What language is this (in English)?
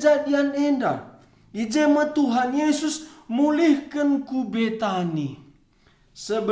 Batak Karo